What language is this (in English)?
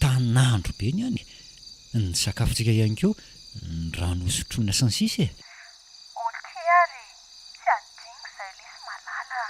Malagasy